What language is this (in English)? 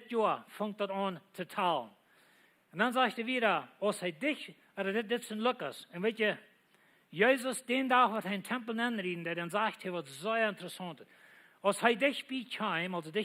Plautdietsch